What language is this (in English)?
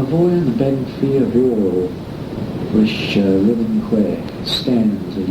Manx